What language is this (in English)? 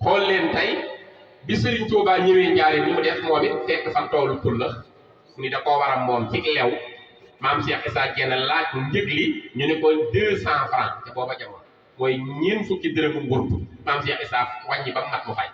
Wolof